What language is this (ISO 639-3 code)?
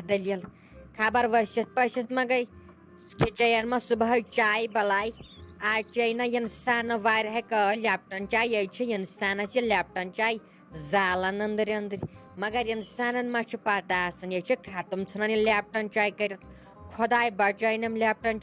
kas